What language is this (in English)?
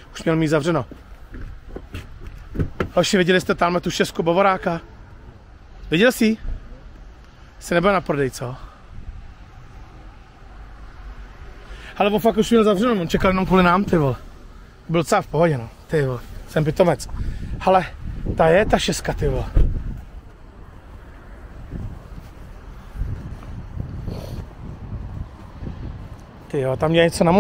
Czech